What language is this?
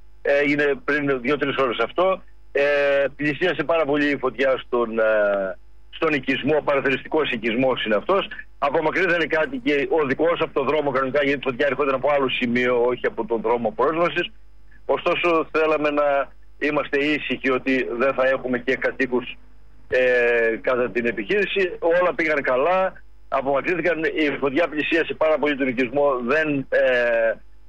Greek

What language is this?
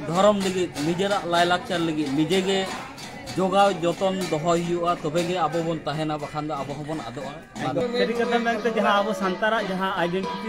Santali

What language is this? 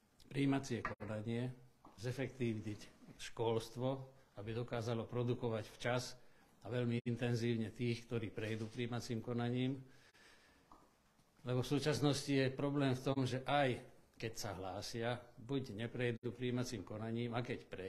Slovak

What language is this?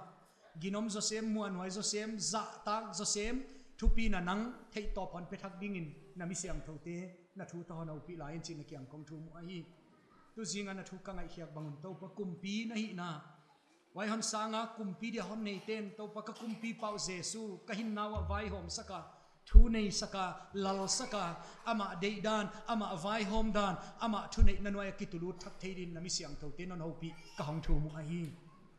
Paite Chin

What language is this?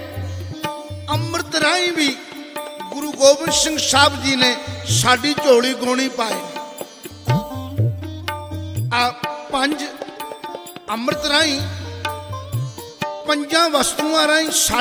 Punjabi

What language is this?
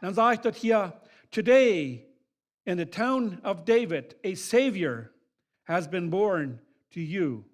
Plautdietsch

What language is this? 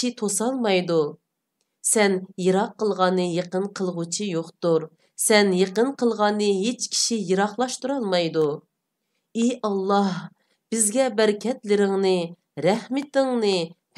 Uyghur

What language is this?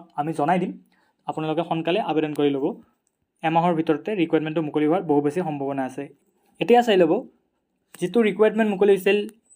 Assamese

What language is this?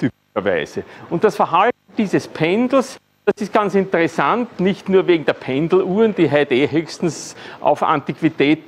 German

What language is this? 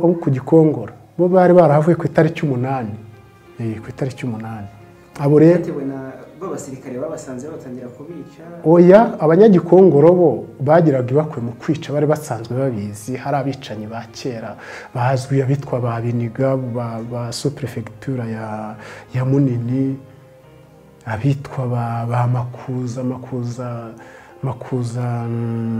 Kinyarwanda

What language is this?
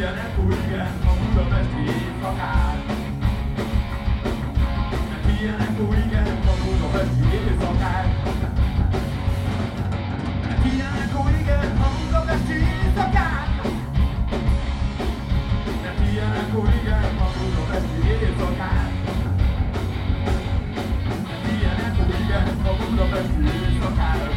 Hungarian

